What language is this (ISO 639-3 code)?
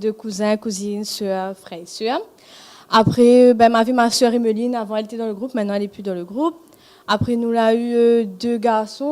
rcf